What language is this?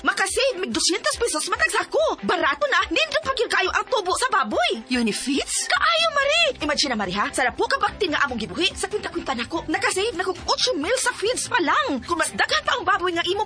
Cebuano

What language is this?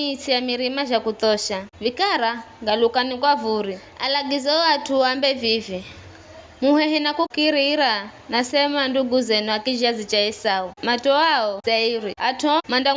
Giryama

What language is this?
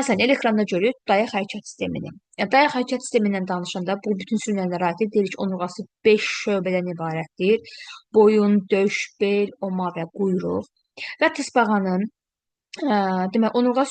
Azerbaijani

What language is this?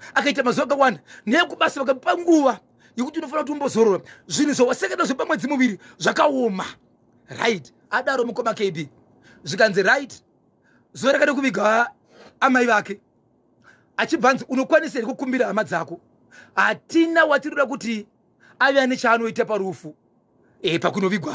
Shona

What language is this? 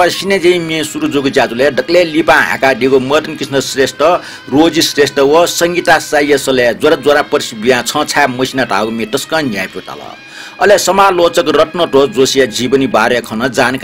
Newari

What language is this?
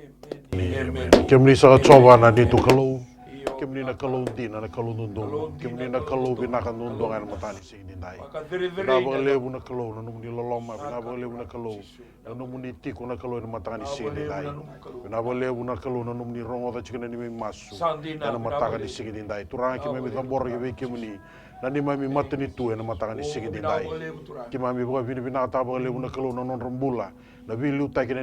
Fijian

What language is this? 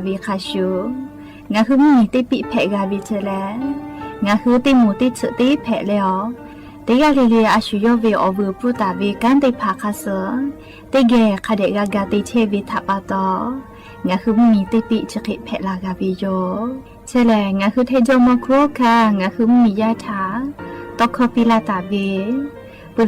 Lahu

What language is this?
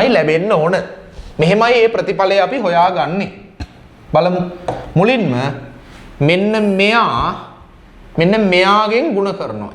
Sinhala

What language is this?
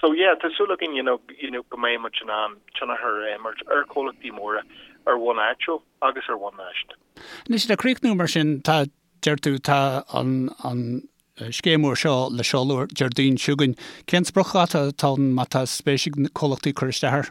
Irish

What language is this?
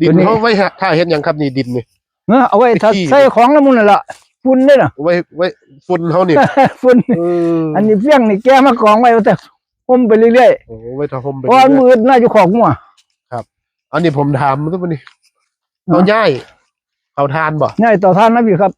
Northeastern Thai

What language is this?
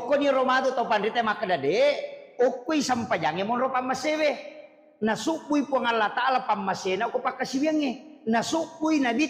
Buginese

